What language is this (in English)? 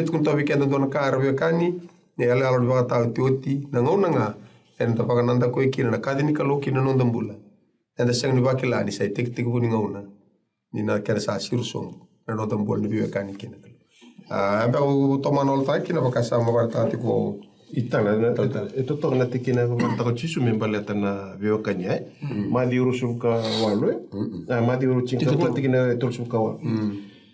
Fijian